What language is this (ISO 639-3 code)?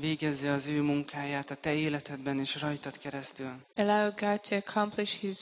hun